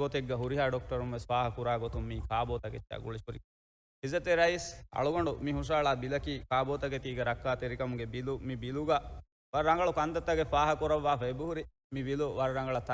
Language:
Divehi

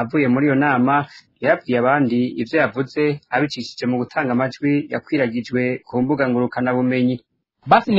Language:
Rundi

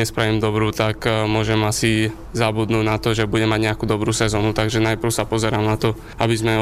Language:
Slovak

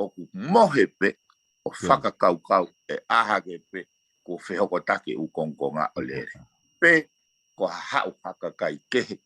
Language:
Tongan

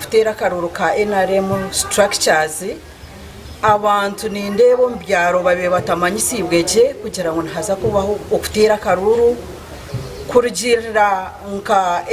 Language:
Nyankole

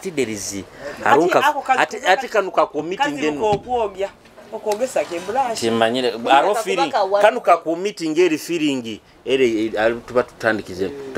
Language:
Nyoro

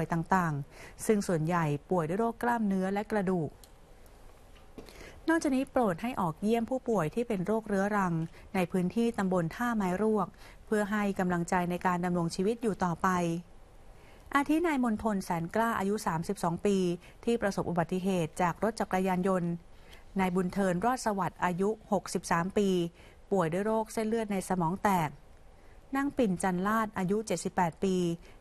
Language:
Thai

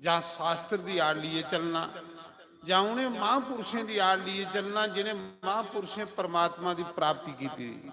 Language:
Dogri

